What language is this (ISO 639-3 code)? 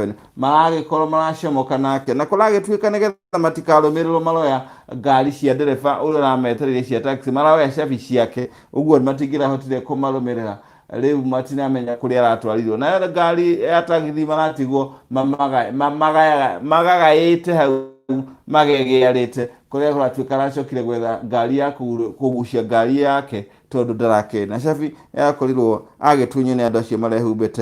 kik